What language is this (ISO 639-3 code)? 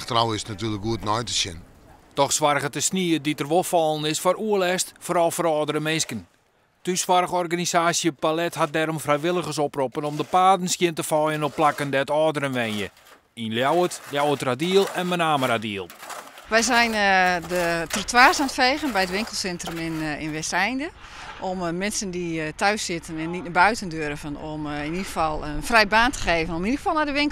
fry